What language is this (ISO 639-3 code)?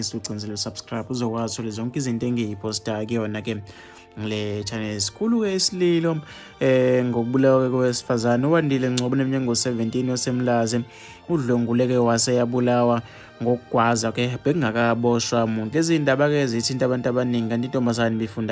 zul